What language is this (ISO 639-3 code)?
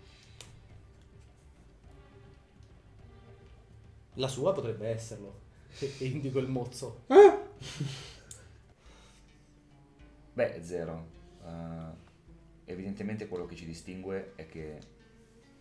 ita